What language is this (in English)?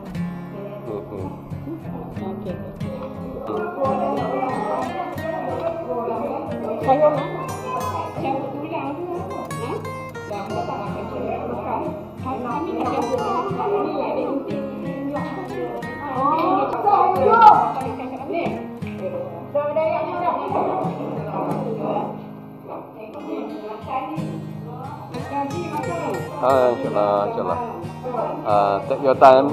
Malay